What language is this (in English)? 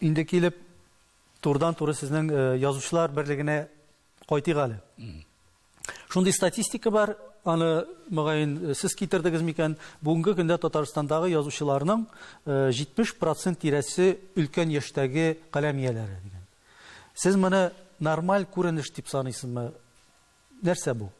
Tatar